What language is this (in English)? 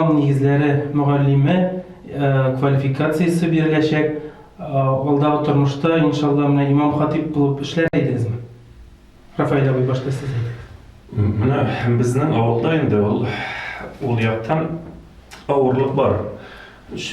Tatar